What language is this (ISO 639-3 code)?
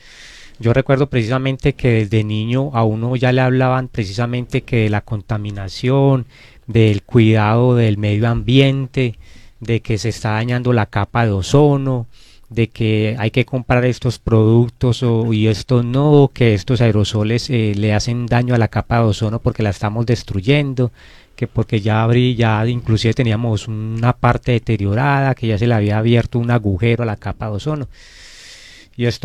spa